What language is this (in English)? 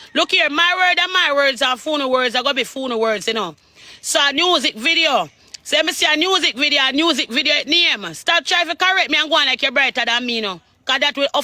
Jamaican Creole English